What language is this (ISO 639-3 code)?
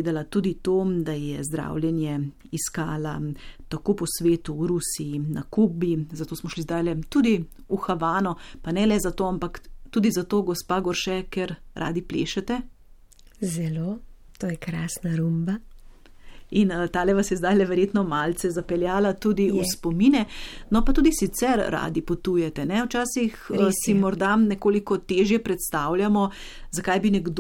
slv